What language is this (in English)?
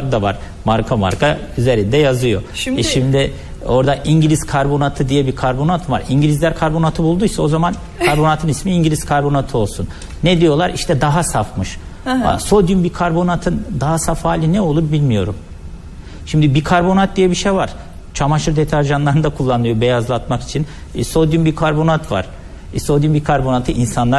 Turkish